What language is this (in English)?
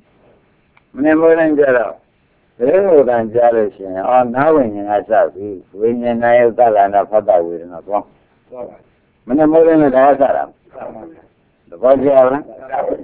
Burmese